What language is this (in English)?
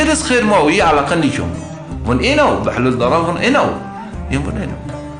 Zaza